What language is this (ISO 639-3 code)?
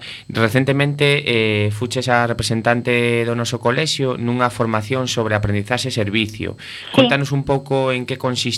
glg